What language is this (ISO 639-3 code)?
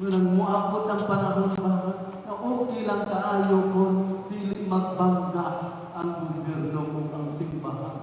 ceb